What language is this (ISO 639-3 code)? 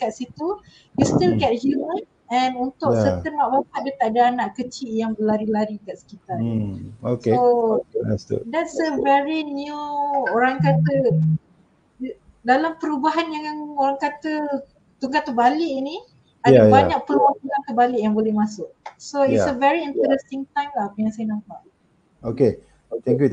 msa